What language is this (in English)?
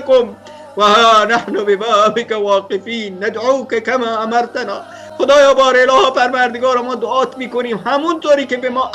Persian